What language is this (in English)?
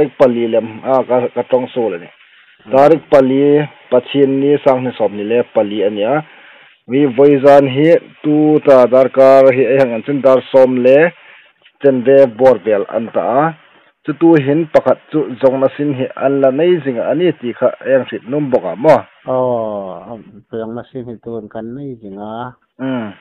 Hmar